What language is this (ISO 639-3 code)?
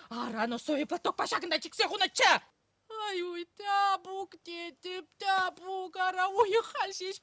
chv